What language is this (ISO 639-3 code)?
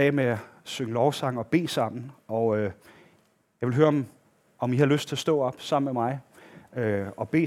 dan